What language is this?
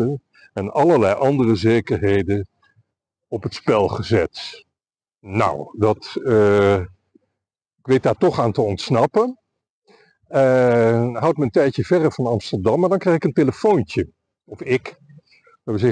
Dutch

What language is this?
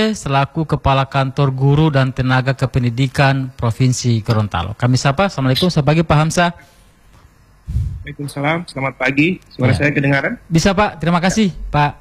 Indonesian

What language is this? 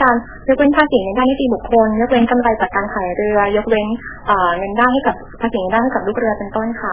Thai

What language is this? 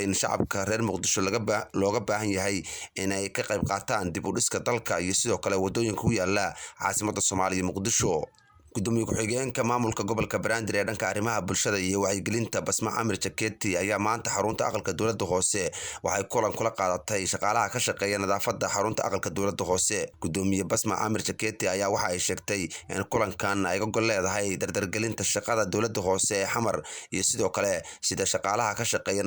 Somali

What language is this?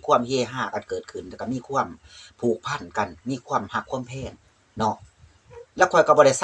Lao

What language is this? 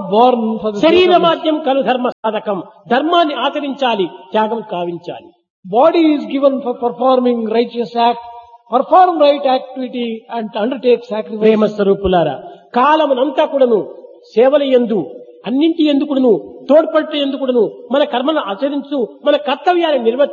Telugu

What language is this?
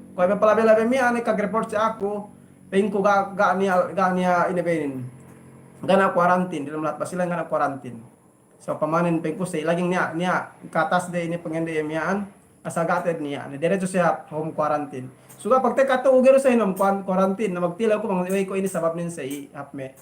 Yakan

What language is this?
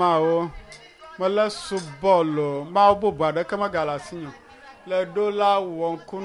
Ewe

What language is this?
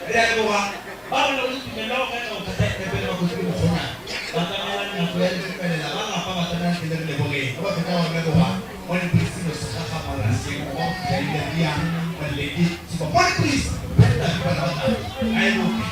Northern Sotho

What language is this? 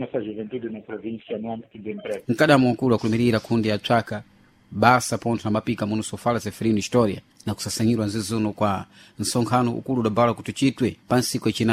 Sena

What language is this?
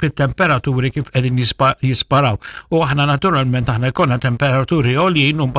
Maltese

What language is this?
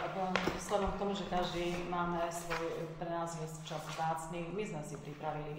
Slovak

